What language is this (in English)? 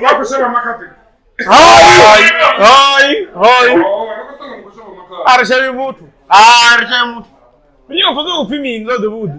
Venda